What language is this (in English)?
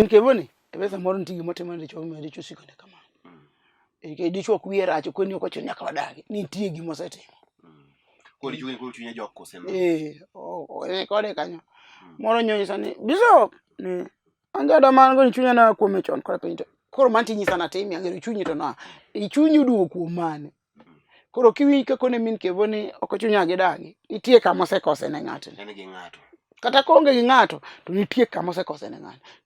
Luo (Kenya and Tanzania)